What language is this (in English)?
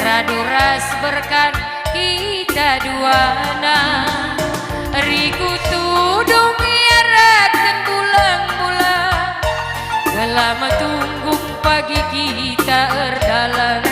Batak Karo